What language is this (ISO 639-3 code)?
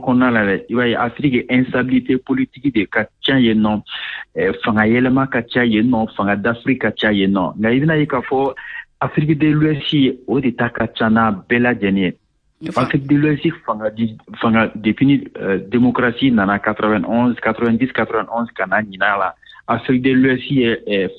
bam